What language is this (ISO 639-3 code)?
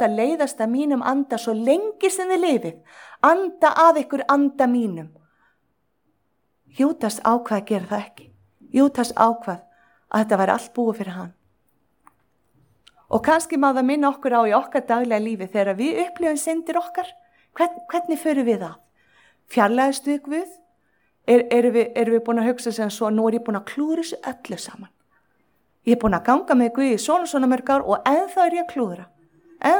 isl